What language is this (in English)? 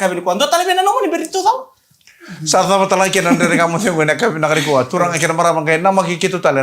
Fijian